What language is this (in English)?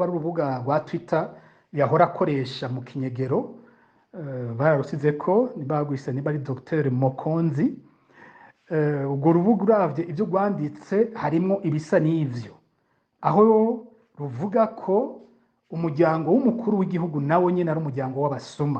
Rundi